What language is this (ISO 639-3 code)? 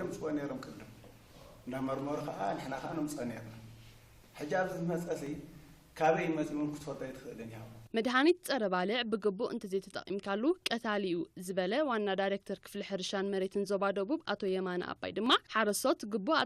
tir